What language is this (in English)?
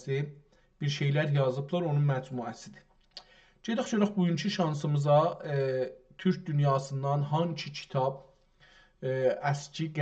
South Azerbaijani